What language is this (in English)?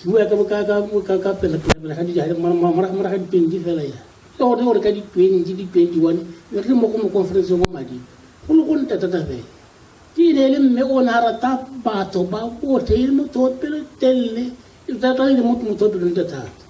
Tswana